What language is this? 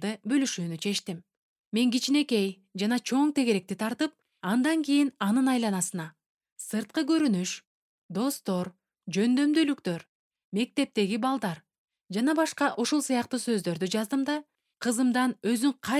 Kyrgyz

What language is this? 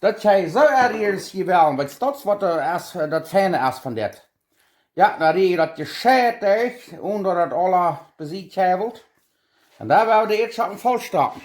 Plautdietsch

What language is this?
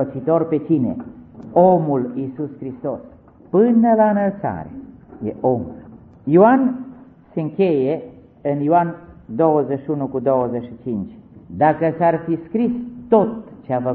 Romanian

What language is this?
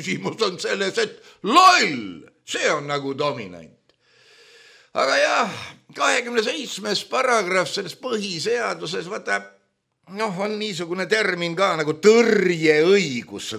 Estonian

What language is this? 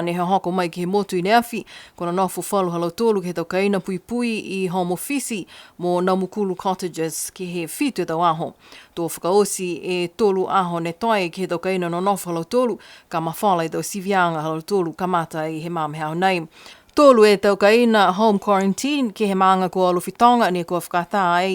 Niuean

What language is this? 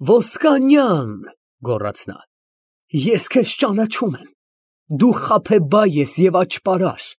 Armenian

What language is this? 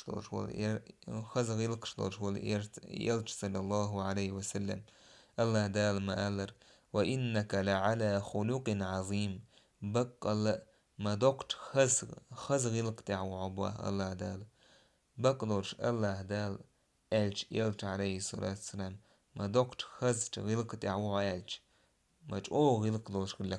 Chechen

